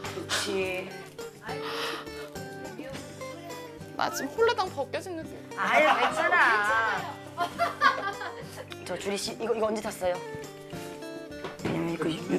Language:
Korean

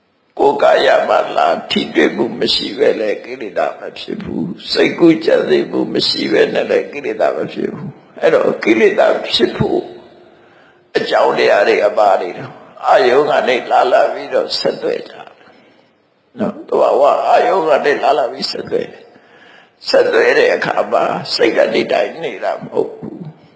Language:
Burmese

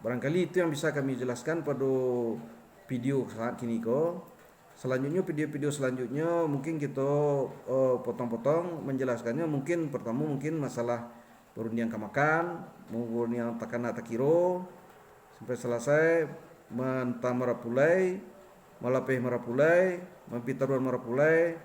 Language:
Minangkabau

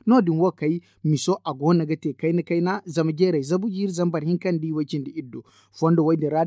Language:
Zarma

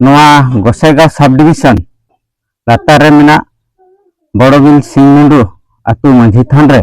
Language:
Santali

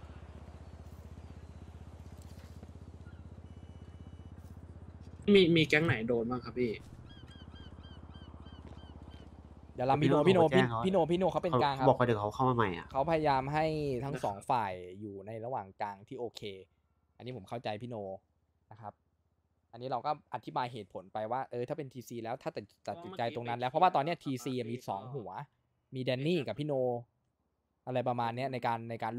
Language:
Thai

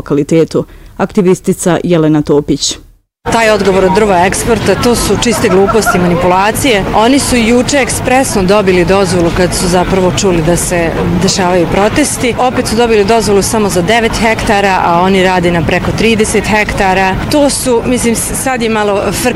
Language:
Bosnian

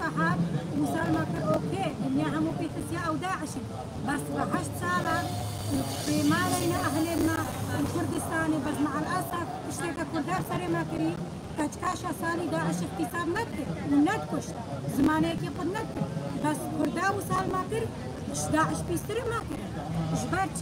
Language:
Kurdish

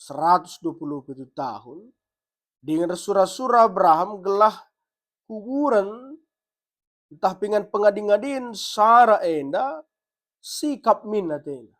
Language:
Batak Karo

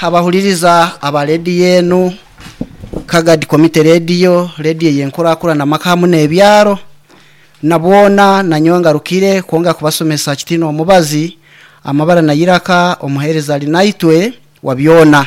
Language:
Nyankole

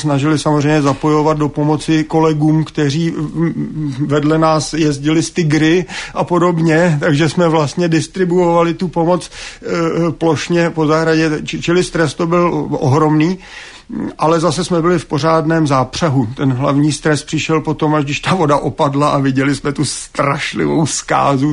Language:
Czech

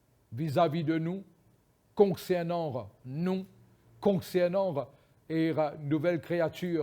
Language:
Morisyen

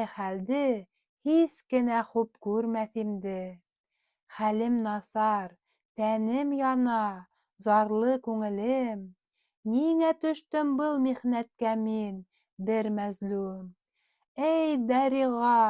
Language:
Bashkir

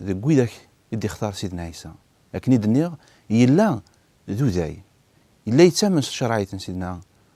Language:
Kabyle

